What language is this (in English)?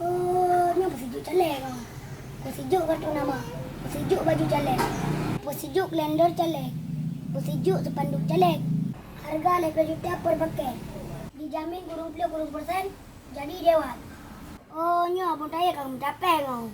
Achinese